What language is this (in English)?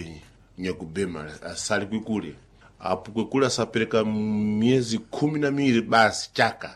Sena